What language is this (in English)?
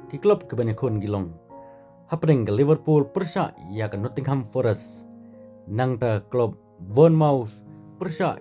Khasi